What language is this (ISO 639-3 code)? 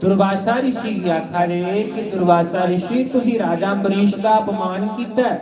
doi